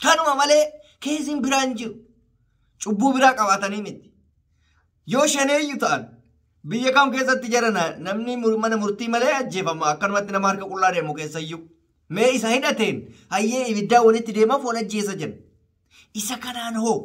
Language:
Oromo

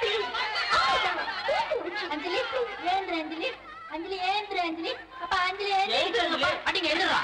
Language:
Tamil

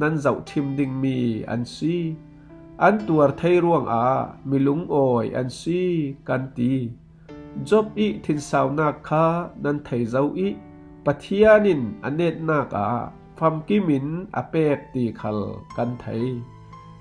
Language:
Falam Chin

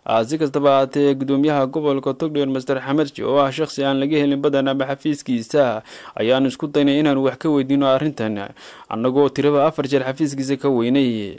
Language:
Somali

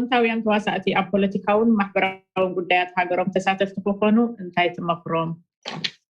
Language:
Tigrinya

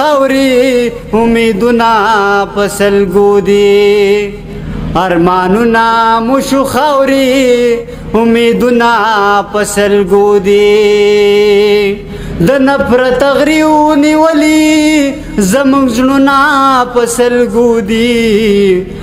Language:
Pashto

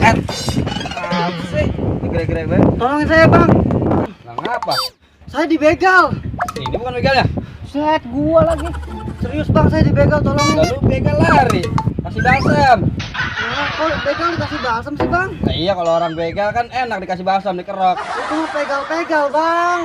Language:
Betawi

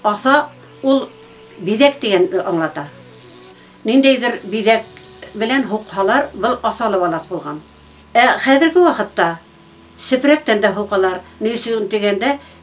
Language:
Bashkir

